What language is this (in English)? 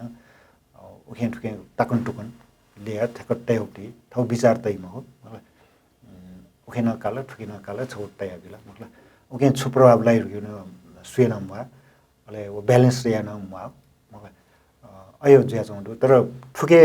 Newari